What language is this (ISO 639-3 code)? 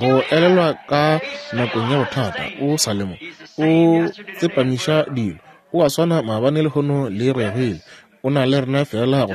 nso